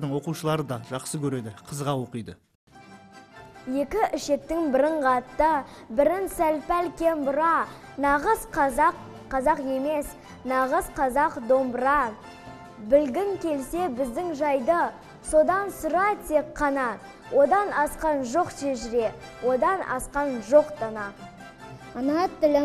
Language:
Kazakh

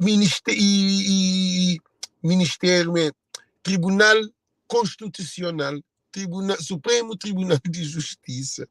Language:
Kabuverdianu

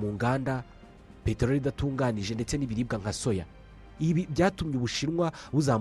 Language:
Kinyarwanda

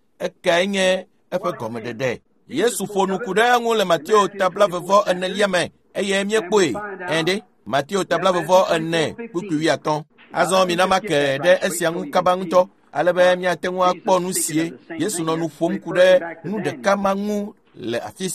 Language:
Ewe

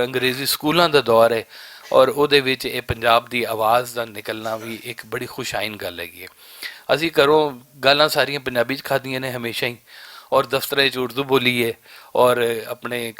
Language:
Western Panjabi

